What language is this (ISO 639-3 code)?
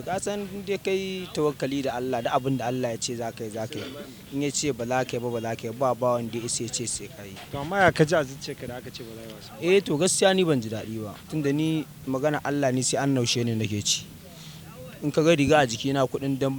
hau